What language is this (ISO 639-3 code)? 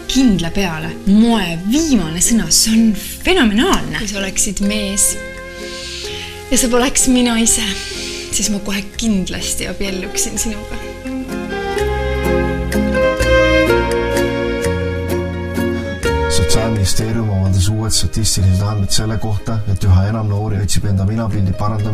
est